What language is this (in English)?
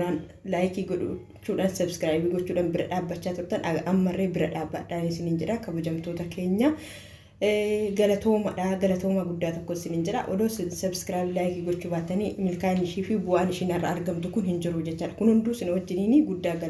Oromo